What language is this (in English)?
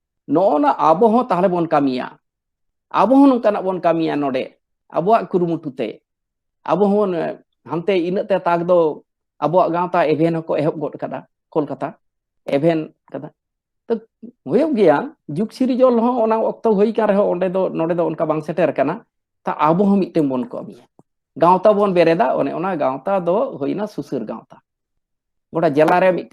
Santali